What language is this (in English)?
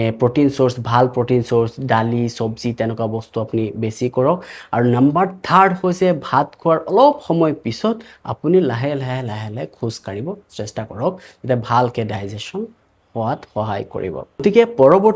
Assamese